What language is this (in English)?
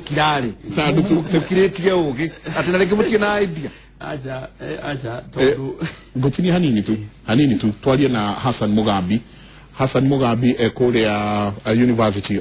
Kikuyu